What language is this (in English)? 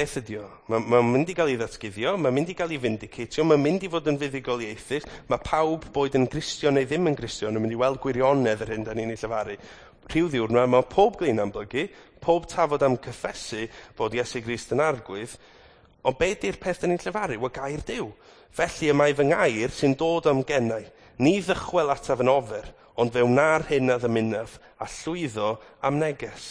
Welsh